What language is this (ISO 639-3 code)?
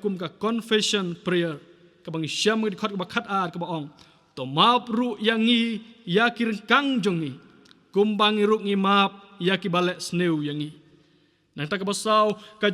kha